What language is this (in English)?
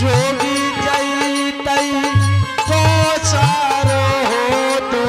Angika